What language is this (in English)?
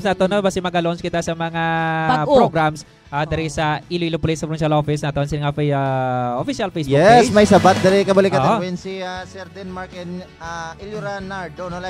Hiligaynon